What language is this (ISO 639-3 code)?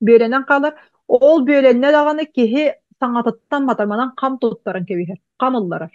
sah